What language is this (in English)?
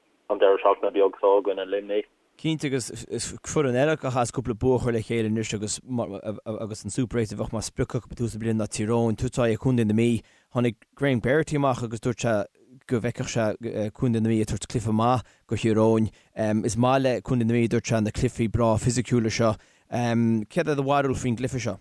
Irish